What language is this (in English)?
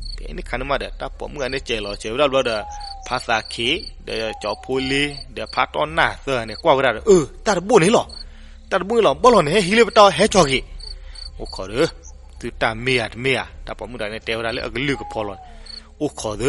S'gaw Karen